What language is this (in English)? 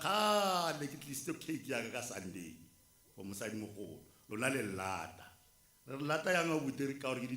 Tswana